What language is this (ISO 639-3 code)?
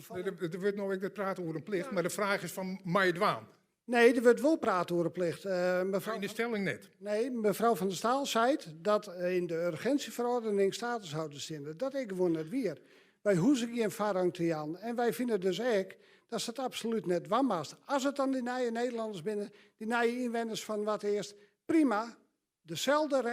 fry